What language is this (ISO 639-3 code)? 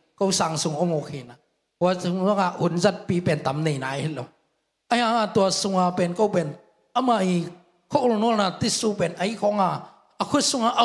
ctd